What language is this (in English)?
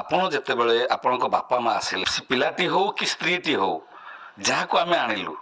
Odia